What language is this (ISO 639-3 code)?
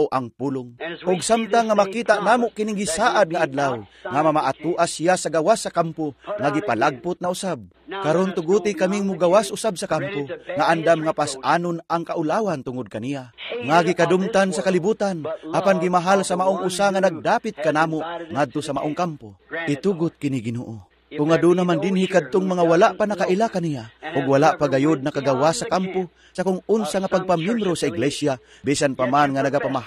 ceb